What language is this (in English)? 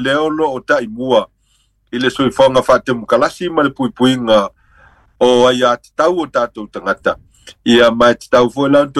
Samoan